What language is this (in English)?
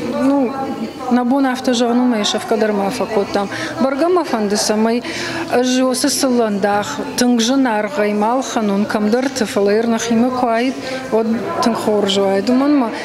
Ossetic